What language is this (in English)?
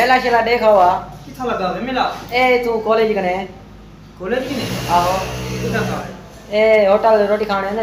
Saraiki